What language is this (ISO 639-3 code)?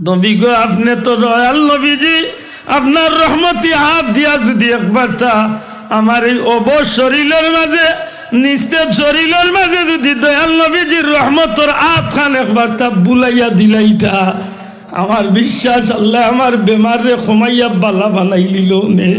syl